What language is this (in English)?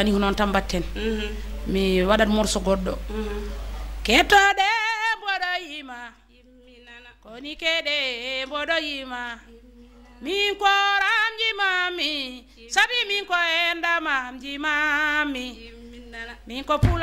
Fula